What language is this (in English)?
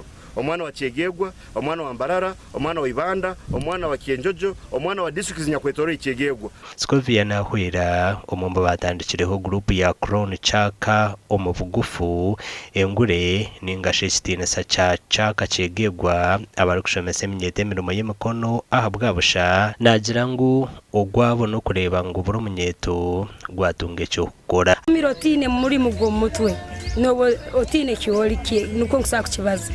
Nyankole